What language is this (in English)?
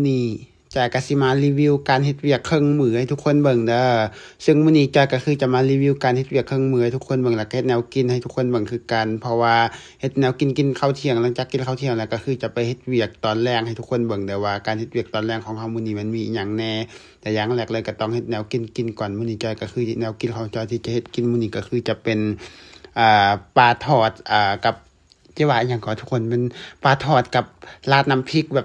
Lao